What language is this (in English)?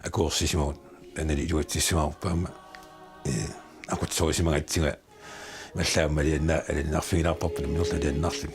Kalaallisut